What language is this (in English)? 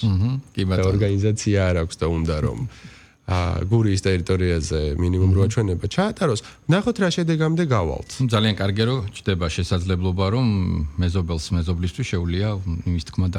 Georgian